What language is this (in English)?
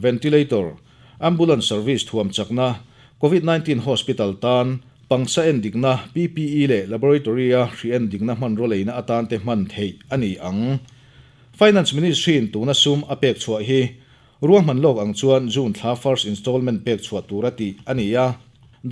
Mizo